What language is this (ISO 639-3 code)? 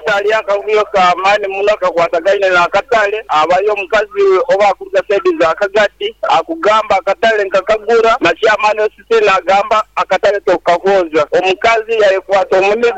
nyn